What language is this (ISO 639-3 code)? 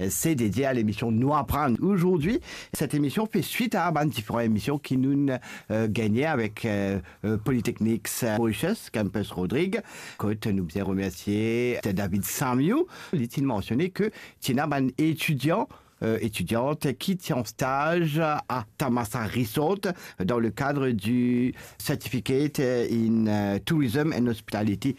mfe